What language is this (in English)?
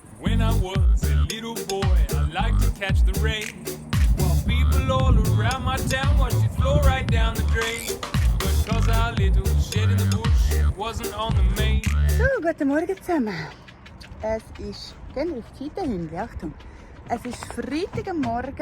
Swiss German